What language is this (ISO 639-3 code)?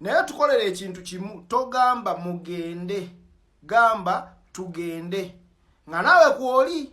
lug